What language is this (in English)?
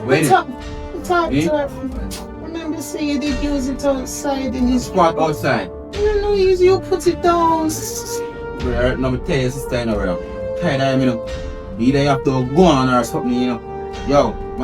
Jamaican Creole English